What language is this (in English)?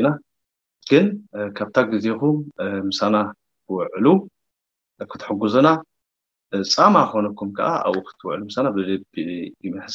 Tigrinya